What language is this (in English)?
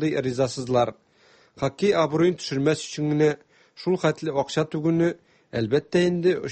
Tatar